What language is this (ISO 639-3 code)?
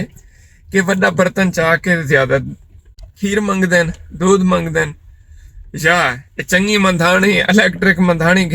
skr